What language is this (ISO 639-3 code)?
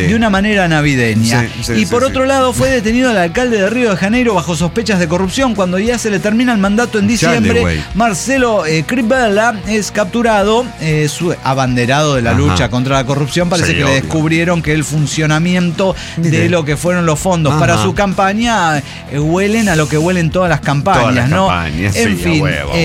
spa